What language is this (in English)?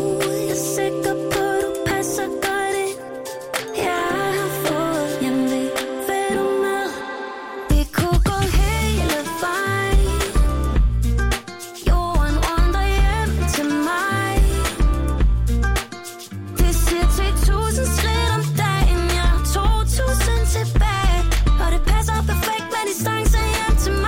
Danish